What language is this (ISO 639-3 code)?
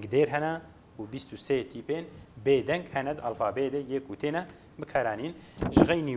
kur